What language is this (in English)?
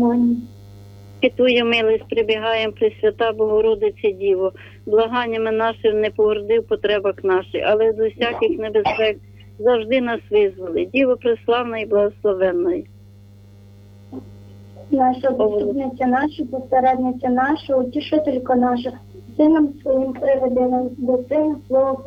Ukrainian